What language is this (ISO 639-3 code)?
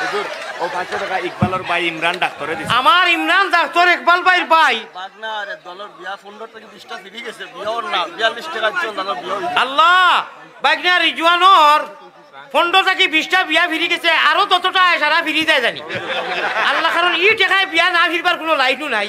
syl